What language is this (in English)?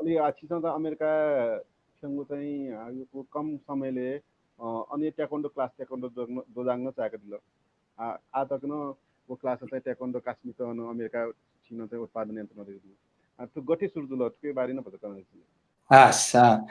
Newari